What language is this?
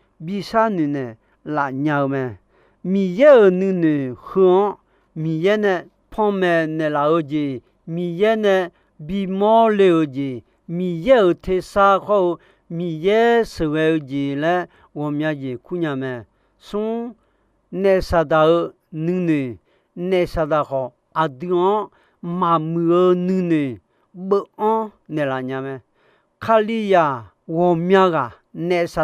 Akha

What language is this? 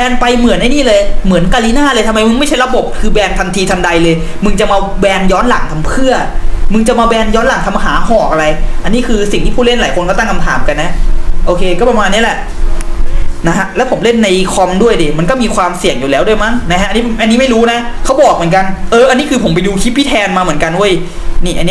Thai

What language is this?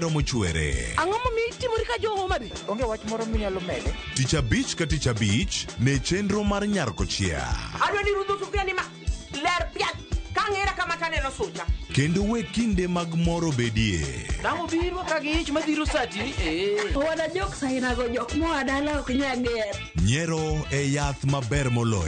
Luo (Kenya and Tanzania)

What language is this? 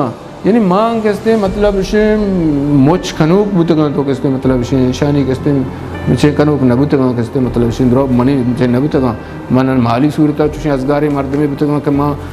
Eastern Balochi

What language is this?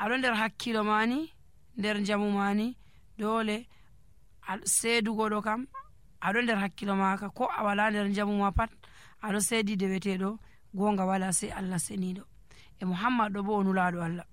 Nigerian Fulfulde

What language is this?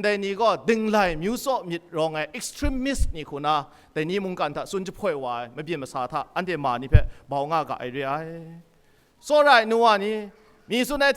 Kachin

